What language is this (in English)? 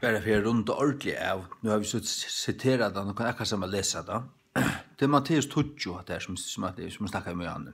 Faroese